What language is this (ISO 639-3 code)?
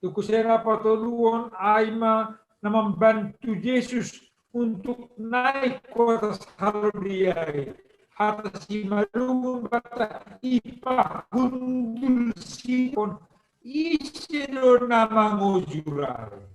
bts